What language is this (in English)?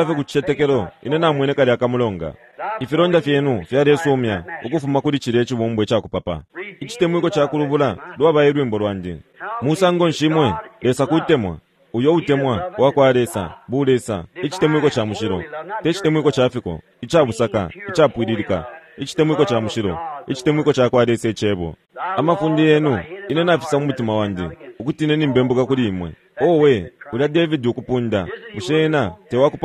Bemba